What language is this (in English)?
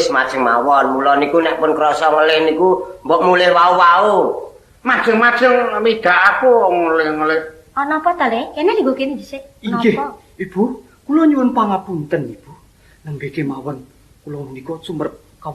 Javanese